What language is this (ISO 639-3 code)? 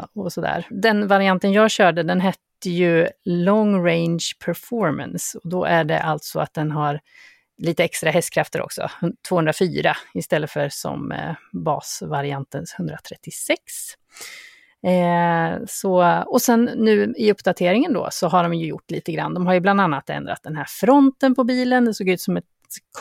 swe